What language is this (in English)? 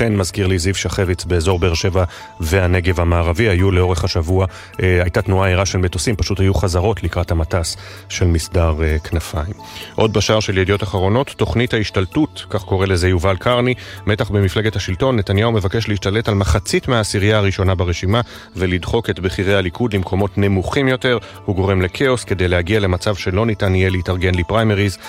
Hebrew